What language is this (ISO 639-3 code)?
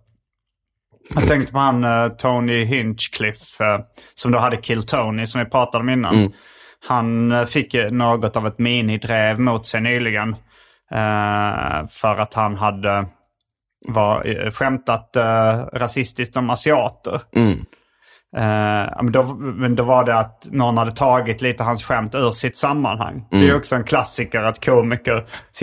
swe